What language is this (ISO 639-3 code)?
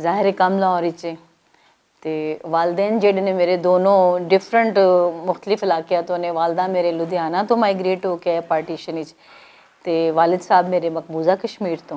lah